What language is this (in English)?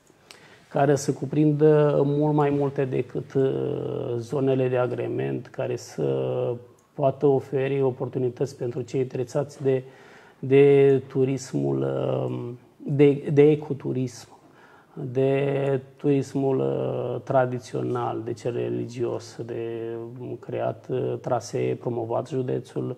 Romanian